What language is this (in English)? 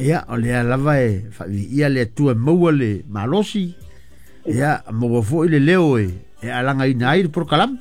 Samoan